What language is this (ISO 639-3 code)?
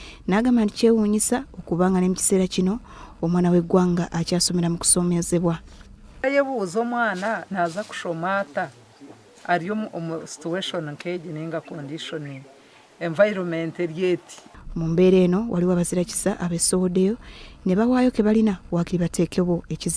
lug